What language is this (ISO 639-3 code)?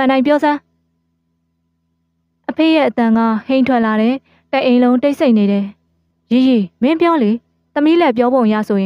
mya